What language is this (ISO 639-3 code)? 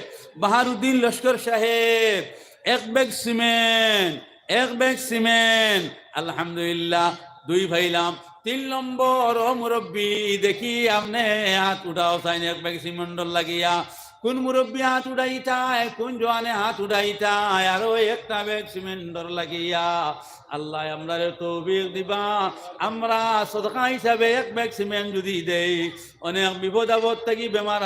syl